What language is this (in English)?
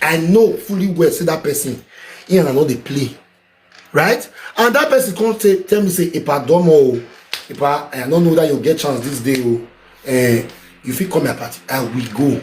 Nigerian Pidgin